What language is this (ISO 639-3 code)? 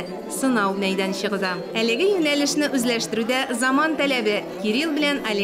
tat